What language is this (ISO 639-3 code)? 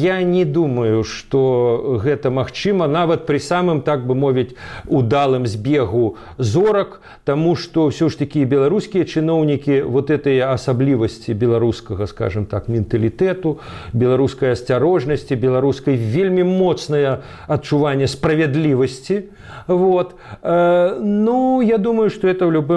bel